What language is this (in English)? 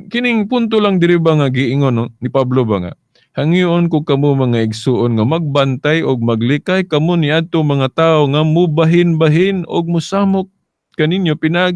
Cebuano